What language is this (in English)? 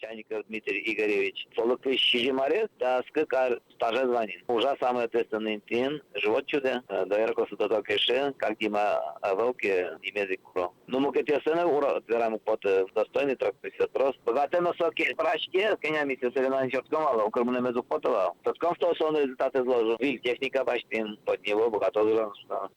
Udmurt